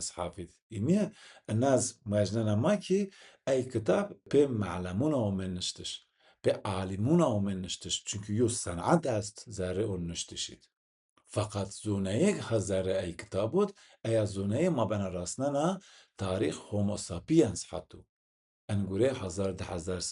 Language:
Zaza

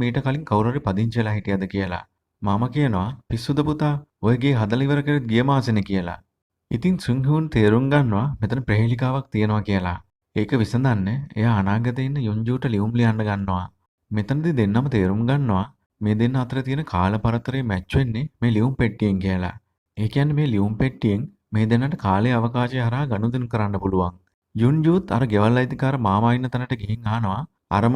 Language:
Sinhala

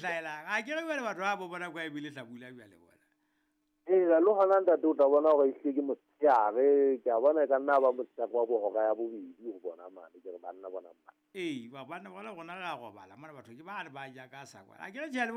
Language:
Southern Sotho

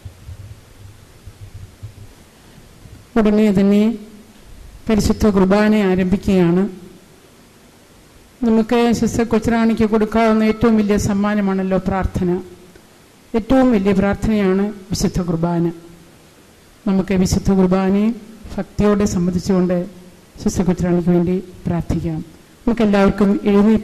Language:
Malayalam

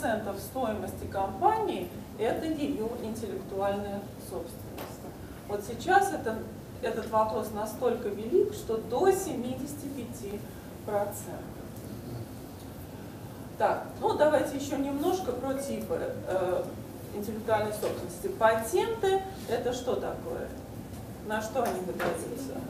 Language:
Russian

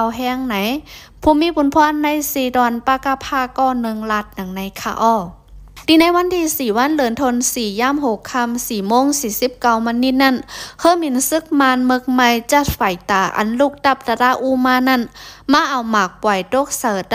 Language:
Lao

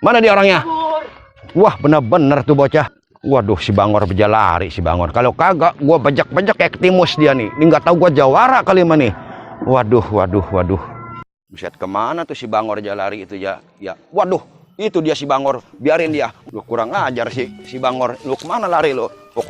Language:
Betawi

